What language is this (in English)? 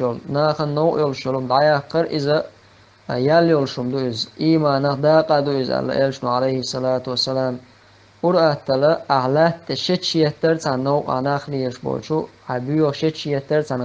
Chechen